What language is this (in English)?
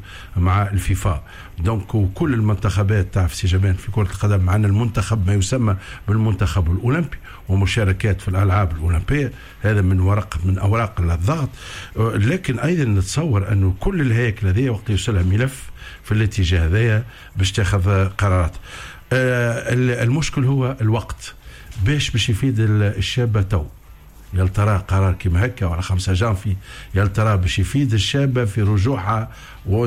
Tunisian Arabic